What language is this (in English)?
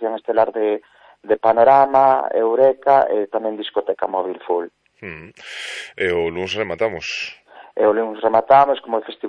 Galician